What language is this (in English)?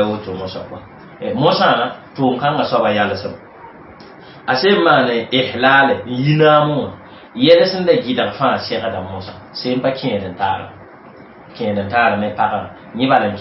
Mossi